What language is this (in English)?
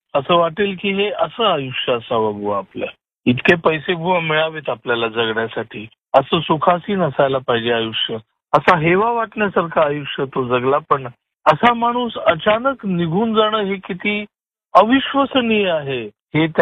Marathi